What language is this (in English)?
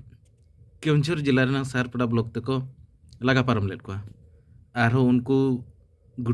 Santali